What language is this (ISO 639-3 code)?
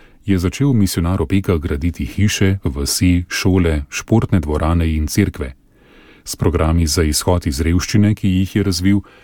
slv